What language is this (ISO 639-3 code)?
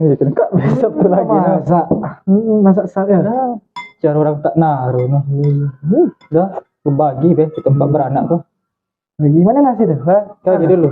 mui